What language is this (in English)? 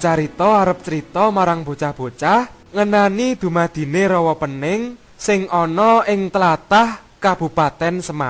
Javanese